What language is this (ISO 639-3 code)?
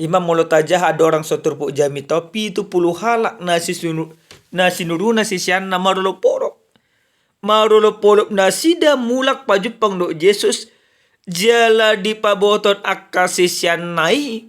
bbc